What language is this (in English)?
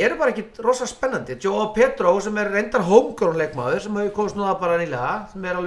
Icelandic